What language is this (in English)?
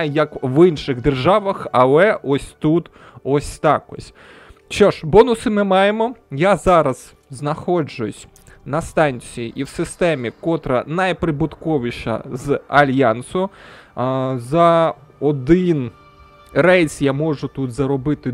Ukrainian